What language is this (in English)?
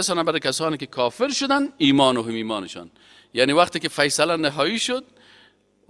Persian